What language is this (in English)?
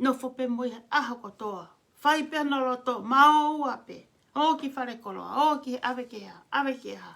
Tongan